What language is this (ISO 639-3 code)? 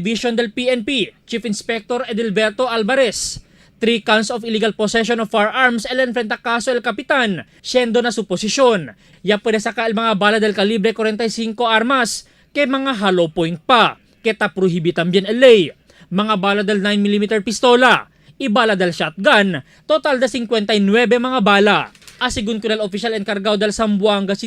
cbk